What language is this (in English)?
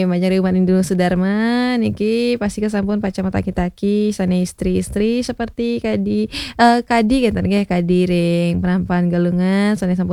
Balinese